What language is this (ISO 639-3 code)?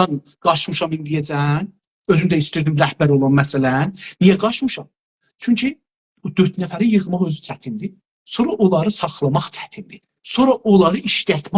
azb